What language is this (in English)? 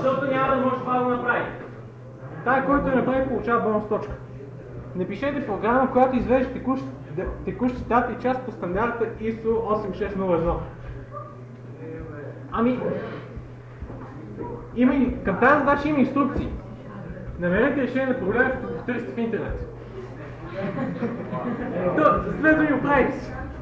Bulgarian